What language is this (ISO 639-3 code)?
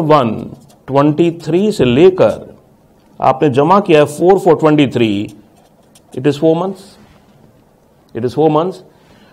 hin